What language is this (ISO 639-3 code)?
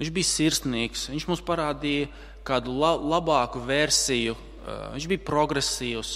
lav